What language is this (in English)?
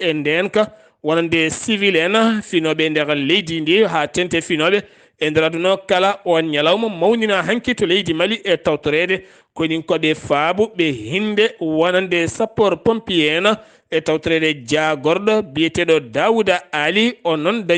Fula